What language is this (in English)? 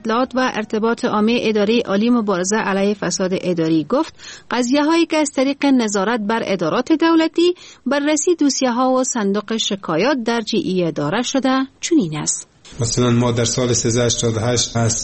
Persian